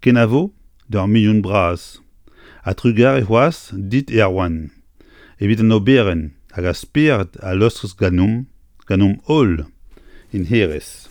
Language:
Breton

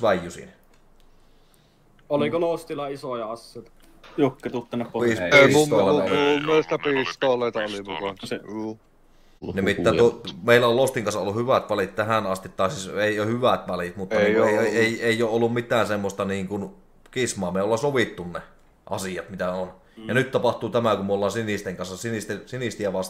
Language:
Finnish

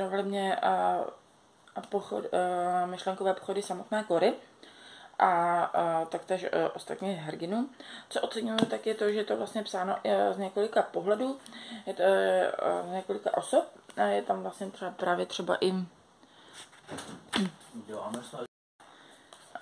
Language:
Czech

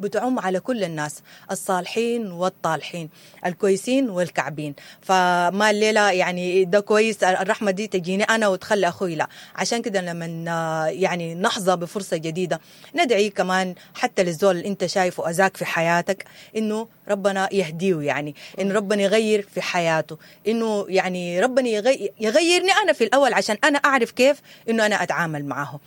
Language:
Sudanese Arabic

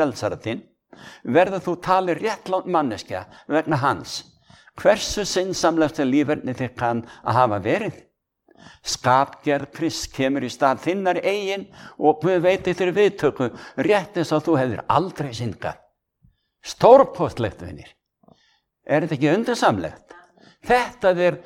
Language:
Icelandic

